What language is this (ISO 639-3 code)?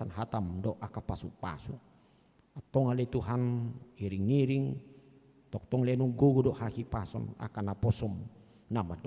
bbc